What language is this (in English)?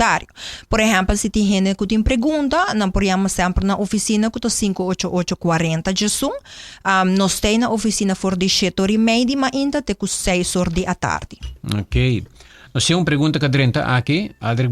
Papiamento